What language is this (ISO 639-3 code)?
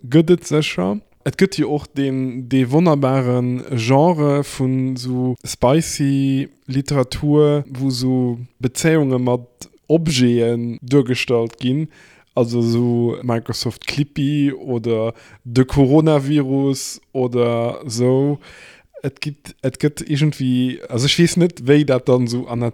ltz